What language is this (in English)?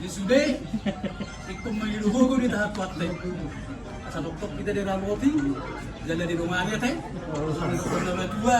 Batak Toba